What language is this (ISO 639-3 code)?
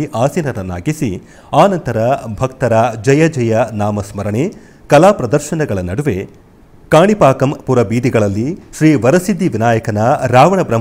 kan